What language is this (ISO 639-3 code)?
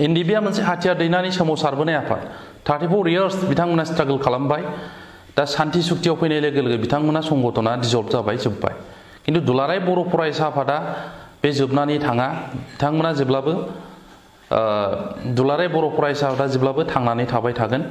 brx